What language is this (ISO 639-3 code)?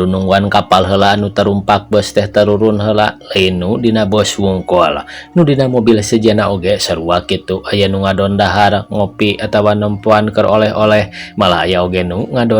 sun